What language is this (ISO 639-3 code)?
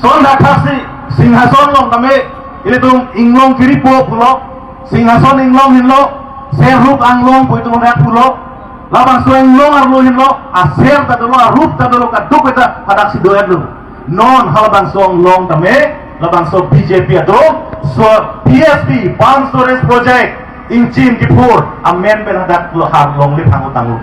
mjw